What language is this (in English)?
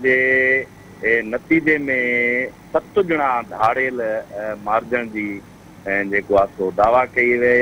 Sindhi